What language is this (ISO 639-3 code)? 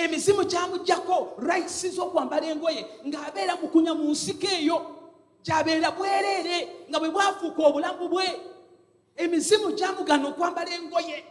lug